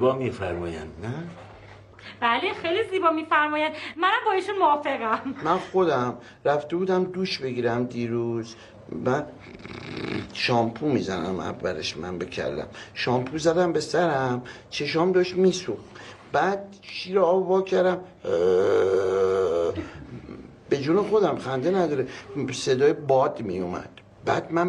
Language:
Persian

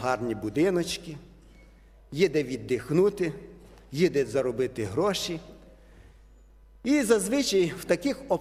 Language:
Ukrainian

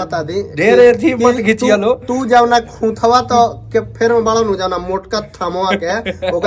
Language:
Bhojpuri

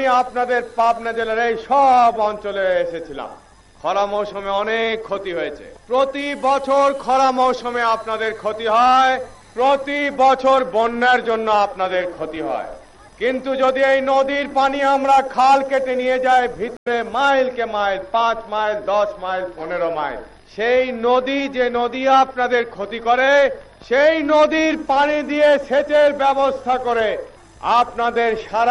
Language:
Bangla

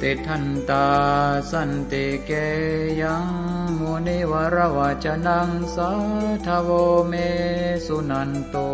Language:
Pali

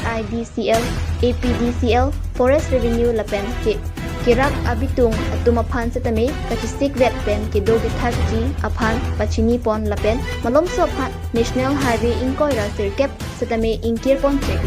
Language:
Karbi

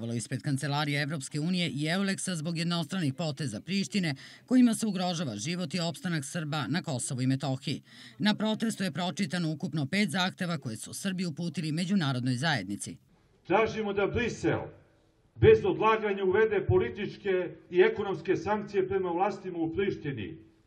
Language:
Serbian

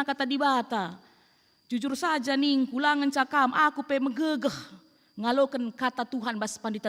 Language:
Batak Karo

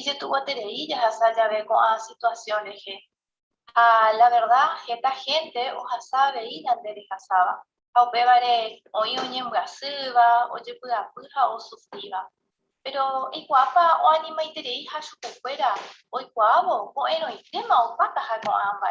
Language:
Guarani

